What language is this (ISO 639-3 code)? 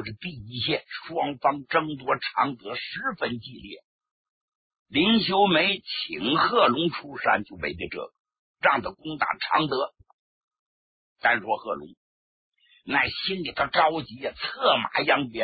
zho